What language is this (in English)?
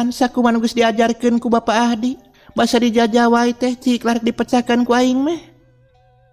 Sundanese